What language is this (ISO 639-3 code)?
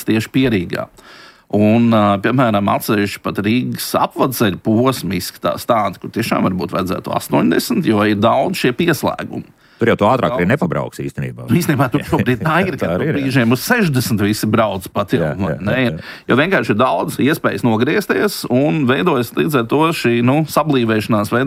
lav